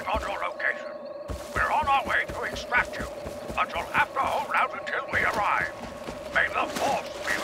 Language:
English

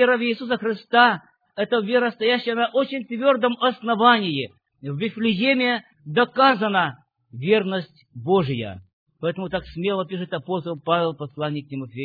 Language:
Russian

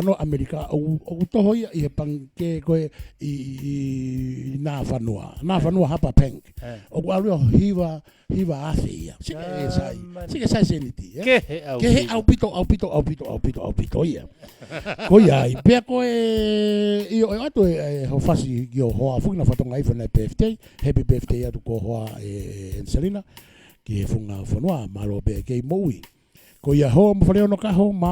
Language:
Tongan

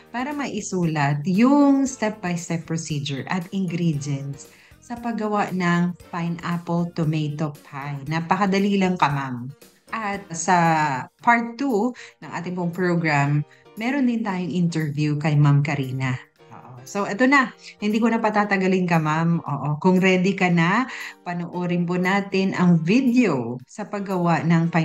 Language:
Filipino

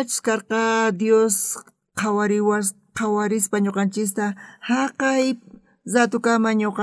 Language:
South Bolivian Quechua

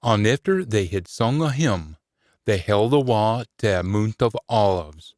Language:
Scots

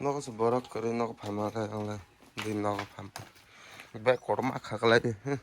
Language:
Kok Borok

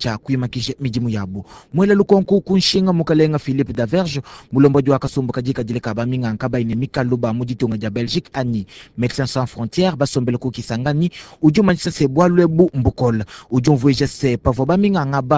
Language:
Luba-Lulua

